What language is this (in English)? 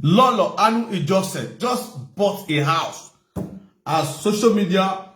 Nigerian Pidgin